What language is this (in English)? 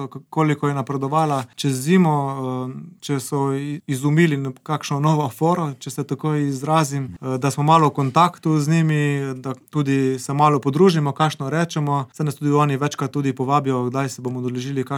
Slovenian